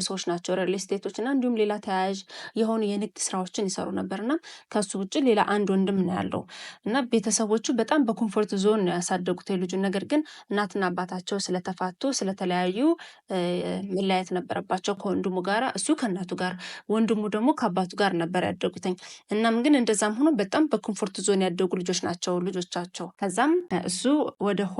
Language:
Amharic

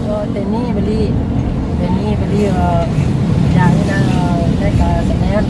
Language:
Minangkabau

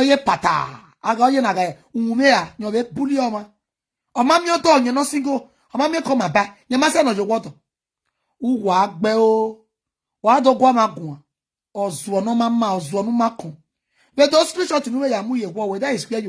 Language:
Nigerian Pidgin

